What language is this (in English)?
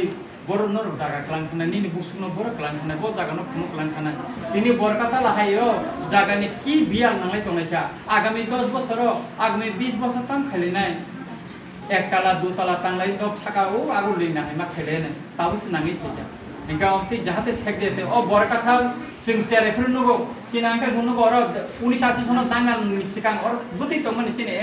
Kok Borok